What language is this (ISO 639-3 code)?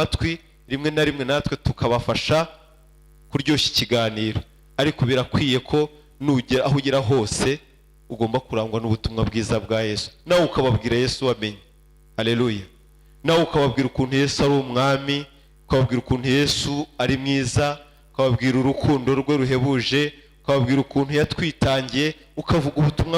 kin